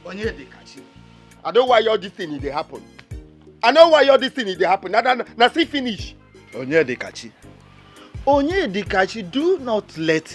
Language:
Nigerian Pidgin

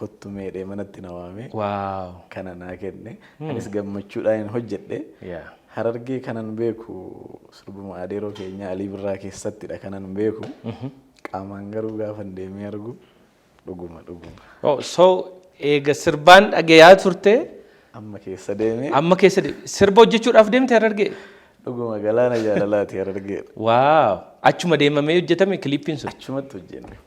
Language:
Oromo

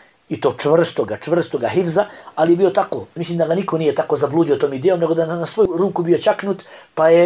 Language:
Bosnian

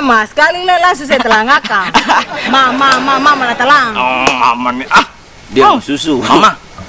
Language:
Ambonese Malay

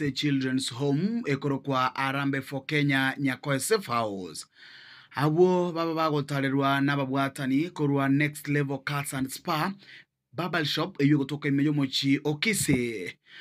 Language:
Gusii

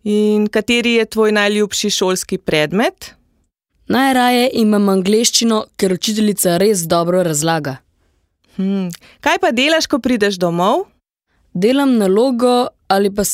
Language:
Slovenian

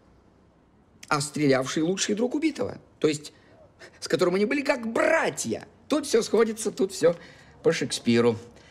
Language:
Russian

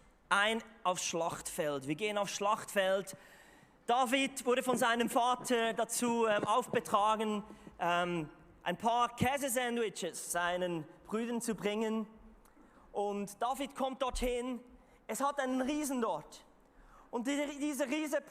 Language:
Swiss German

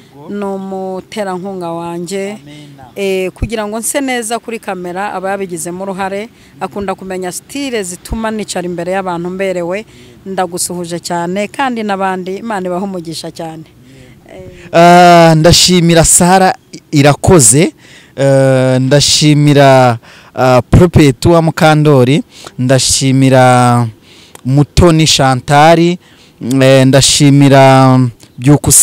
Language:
Kinyarwanda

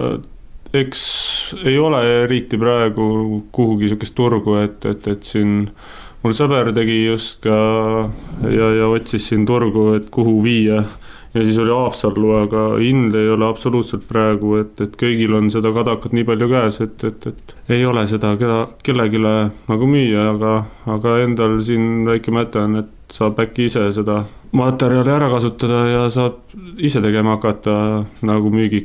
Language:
Estonian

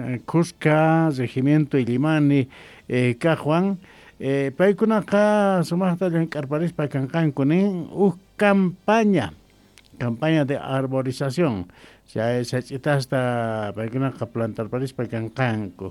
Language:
South Bolivian Quechua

